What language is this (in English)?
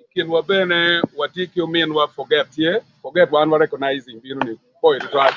Acoli